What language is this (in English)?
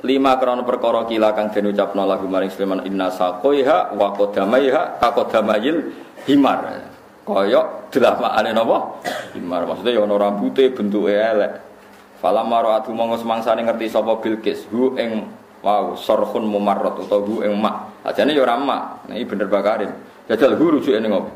Javanese